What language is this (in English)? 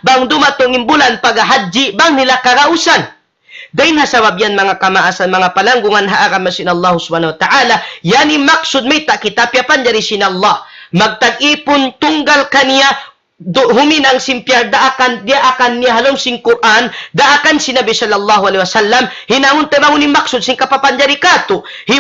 Tausug